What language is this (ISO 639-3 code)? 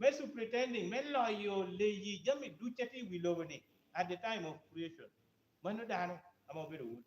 laj